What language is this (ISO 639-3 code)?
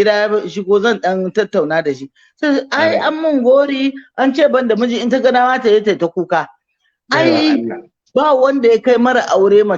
hau